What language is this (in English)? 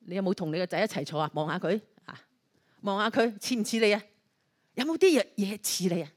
Cantonese